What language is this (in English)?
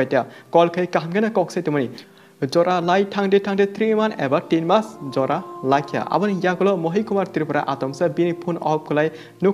Kok Borok